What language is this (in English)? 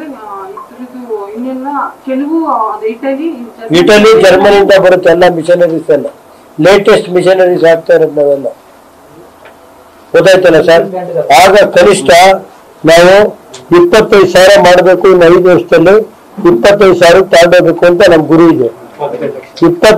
Kannada